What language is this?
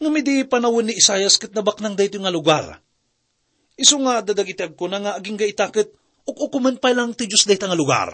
Iloko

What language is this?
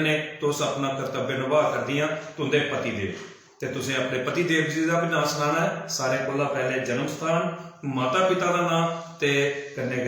Dogri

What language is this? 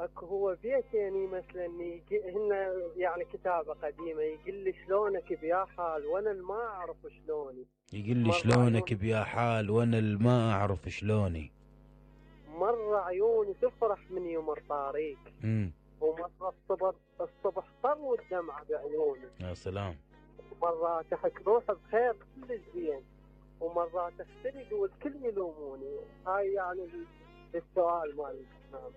Mesopotamian Arabic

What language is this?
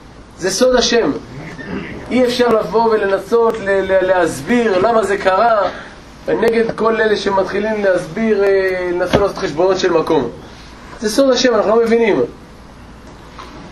Hebrew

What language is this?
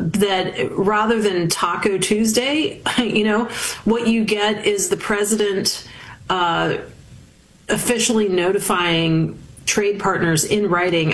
English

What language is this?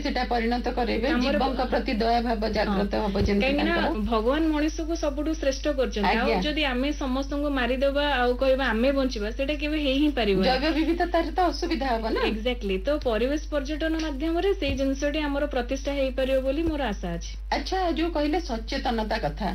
Odia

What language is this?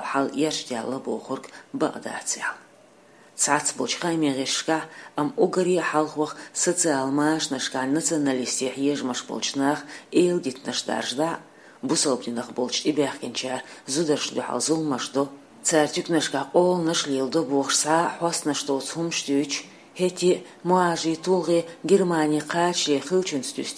Chechen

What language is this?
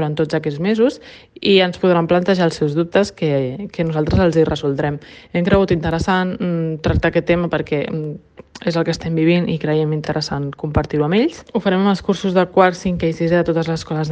Catalan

